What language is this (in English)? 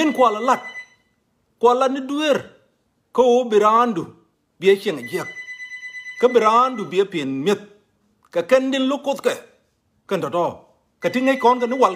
Nuer